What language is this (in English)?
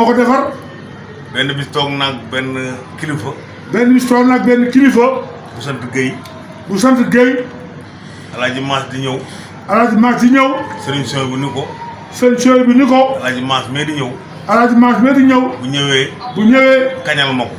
Wolof